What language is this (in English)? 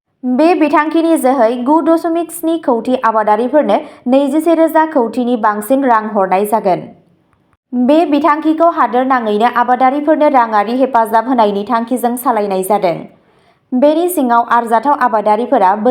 Bodo